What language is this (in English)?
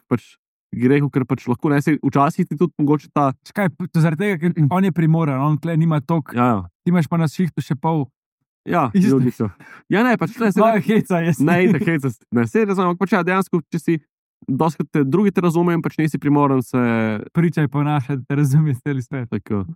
Slovenian